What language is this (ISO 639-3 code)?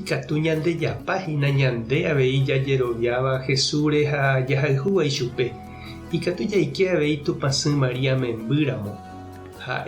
grn